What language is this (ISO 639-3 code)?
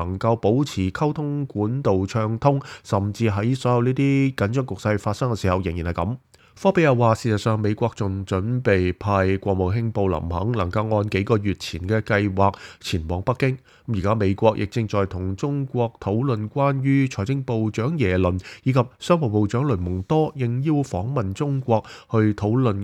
yue